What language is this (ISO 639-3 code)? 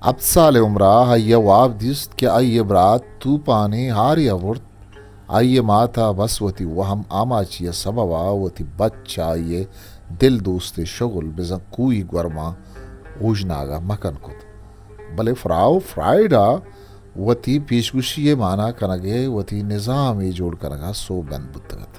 bgp